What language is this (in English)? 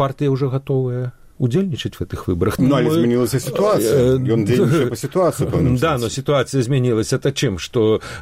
Belarusian